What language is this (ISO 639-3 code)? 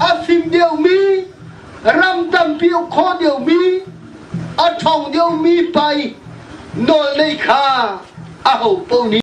cnh